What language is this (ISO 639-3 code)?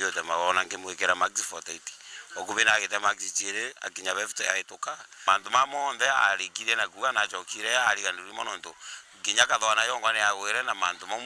mer